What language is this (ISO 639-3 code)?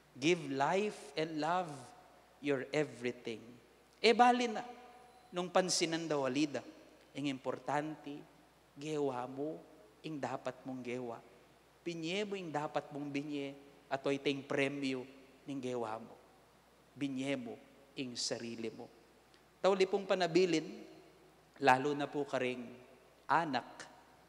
pam